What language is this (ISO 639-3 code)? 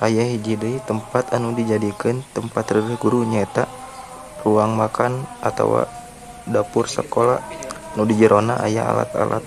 sun